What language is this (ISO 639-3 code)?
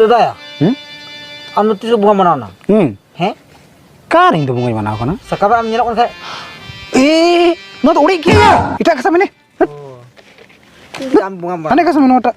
sat